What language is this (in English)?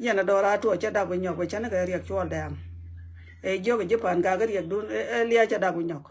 Nuer